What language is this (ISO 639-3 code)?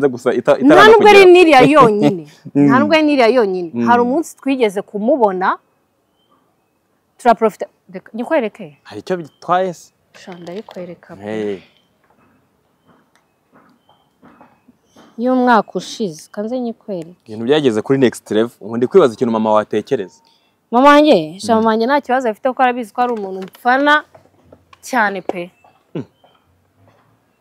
kin